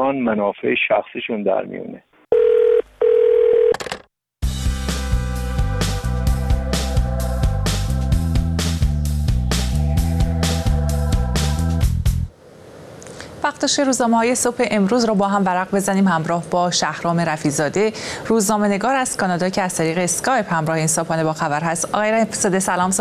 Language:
Persian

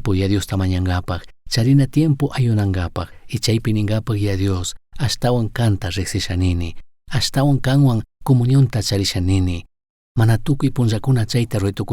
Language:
Chimborazo Highland Quichua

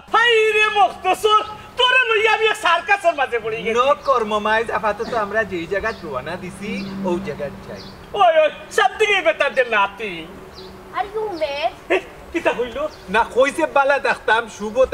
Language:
Sylheti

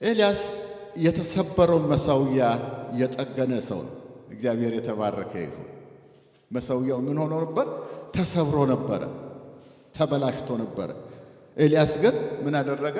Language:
Amharic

